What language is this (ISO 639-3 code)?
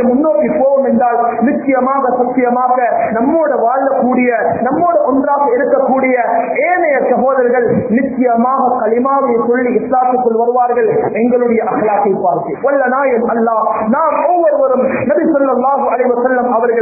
tam